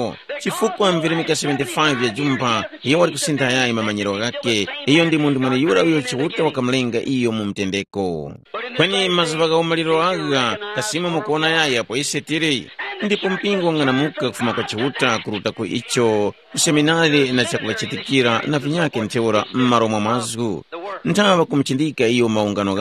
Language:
Tumbuka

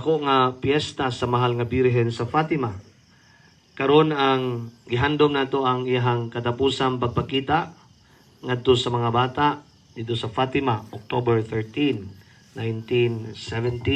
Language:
Cebuano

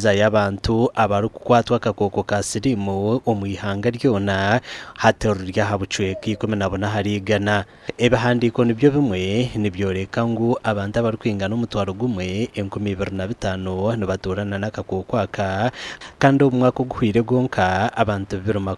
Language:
Nyankole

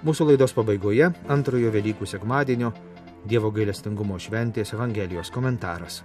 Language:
Lithuanian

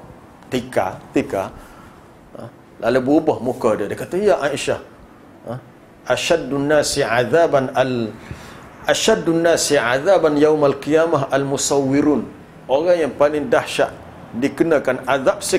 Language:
Malay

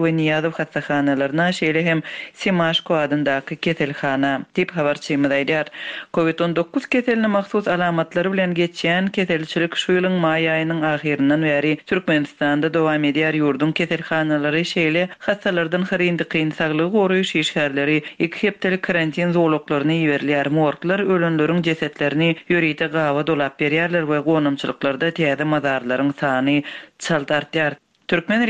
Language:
Turkmen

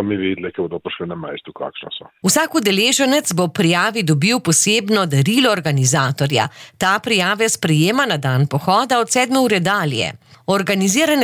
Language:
Slovenian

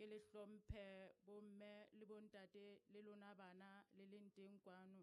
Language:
Southern Sotho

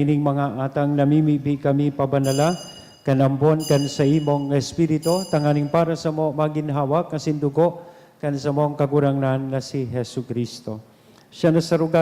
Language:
Bikol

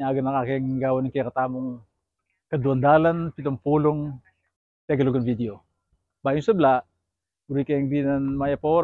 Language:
Pampanga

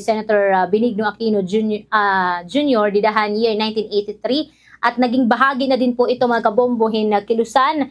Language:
Waray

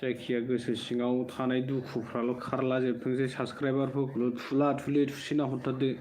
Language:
Bodo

